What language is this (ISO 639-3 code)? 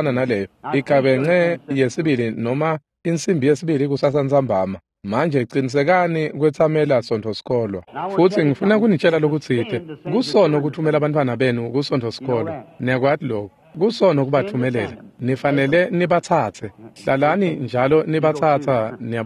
ssw